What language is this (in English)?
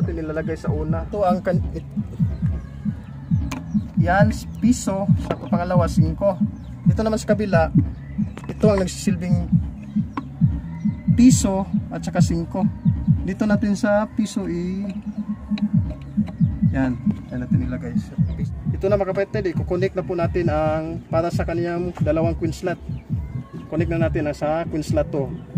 Filipino